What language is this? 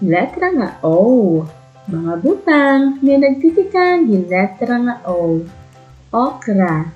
Waray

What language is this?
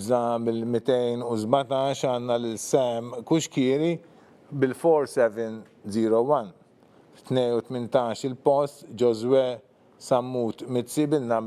Maltese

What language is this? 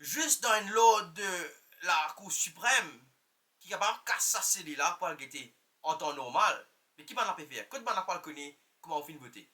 Morisyen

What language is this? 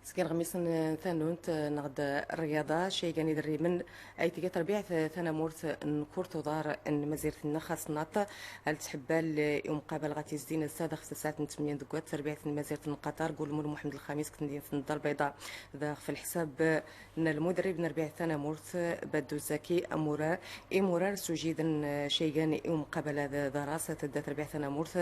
Central Atlas Tamazight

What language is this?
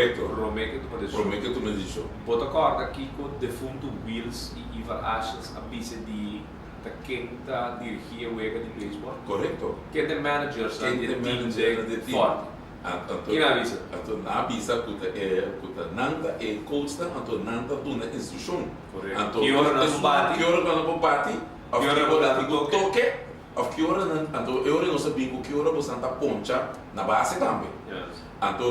Papiamento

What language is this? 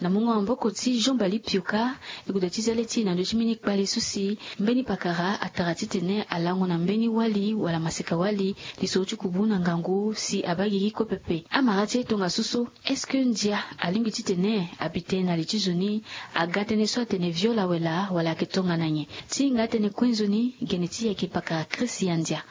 Sango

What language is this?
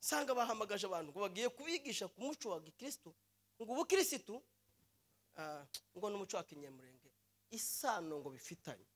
Kinyarwanda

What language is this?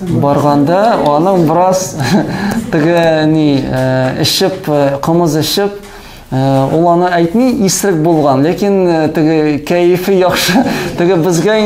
Tatar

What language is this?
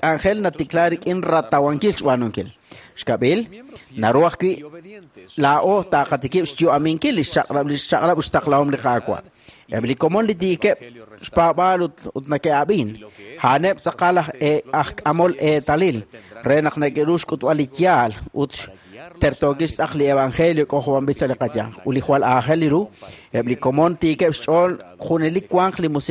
Kekchí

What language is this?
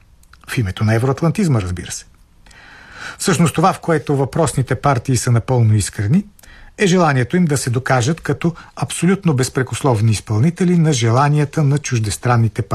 Bulgarian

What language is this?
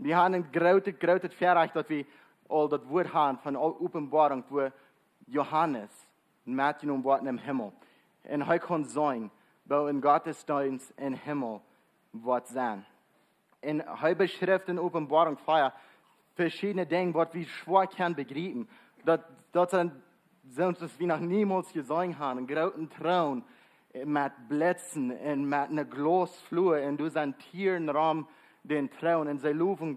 Plautdietsch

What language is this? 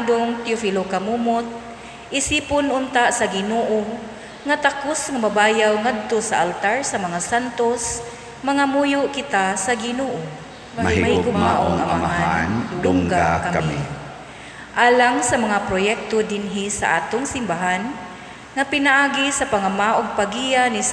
Cebuano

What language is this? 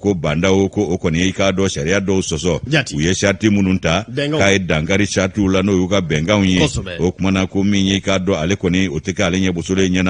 Bambara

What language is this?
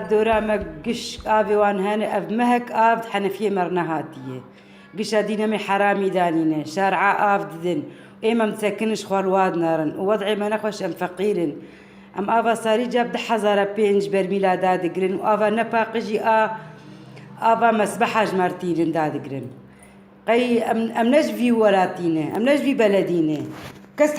Kurdish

